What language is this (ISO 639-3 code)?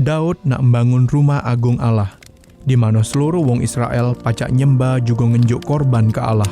mui